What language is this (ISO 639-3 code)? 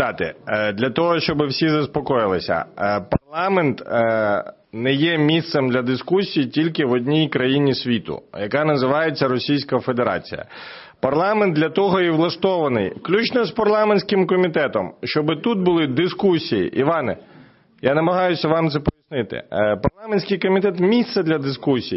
ukr